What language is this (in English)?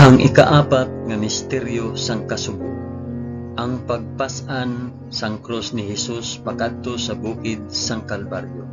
Hiligaynon